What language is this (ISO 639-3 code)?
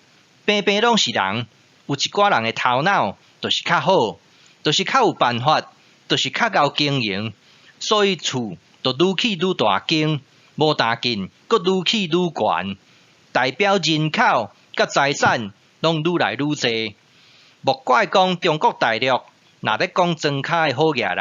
nan